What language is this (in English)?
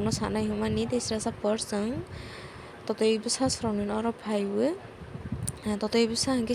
Kok Borok